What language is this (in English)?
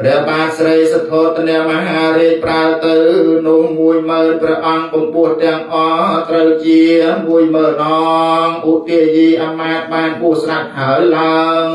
Khmer